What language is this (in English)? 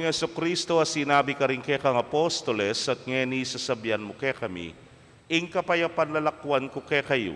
Pampanga